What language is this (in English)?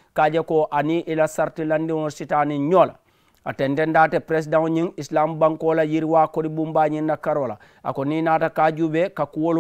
Mandingo